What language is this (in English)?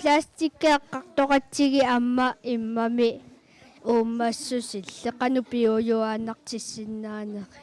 Kalaallisut